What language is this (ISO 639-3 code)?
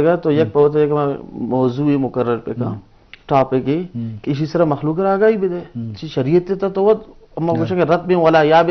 bgp